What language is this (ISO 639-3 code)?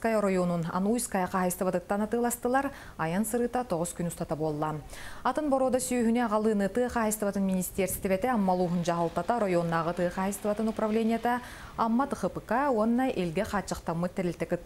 sah